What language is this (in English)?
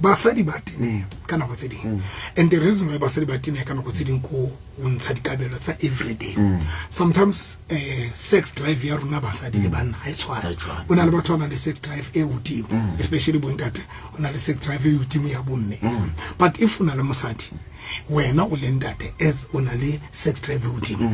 Southern Sotho